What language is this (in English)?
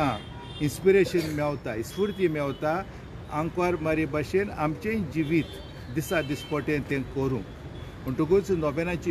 Konkani